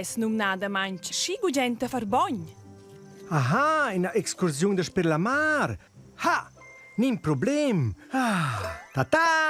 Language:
Romansh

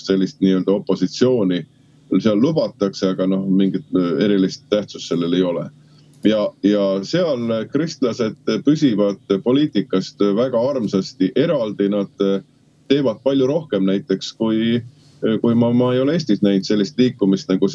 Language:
Estonian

